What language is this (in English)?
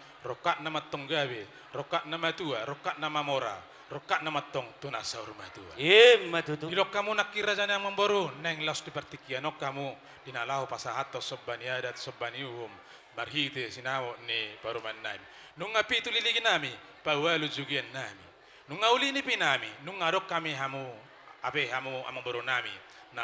Batak Toba